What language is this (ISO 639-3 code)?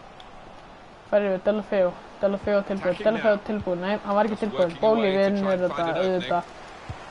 isl